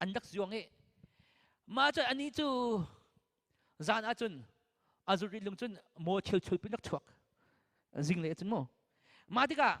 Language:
Hakha Chin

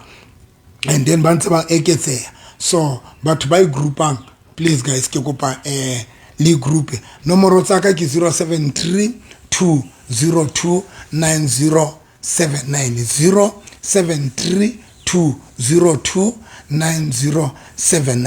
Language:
Southern Sotho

